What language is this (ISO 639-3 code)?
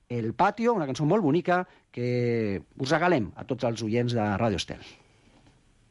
cat